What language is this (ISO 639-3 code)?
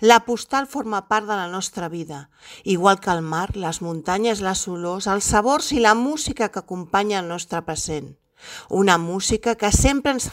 cat